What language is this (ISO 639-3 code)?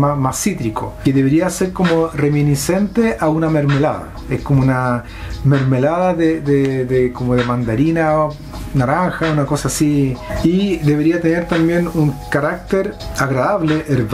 spa